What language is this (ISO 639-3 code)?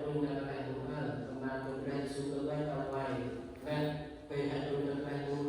cmo